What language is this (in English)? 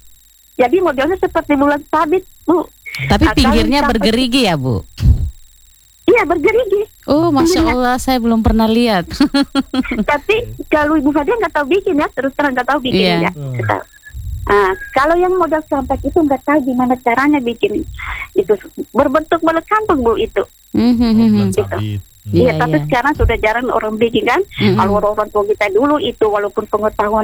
Indonesian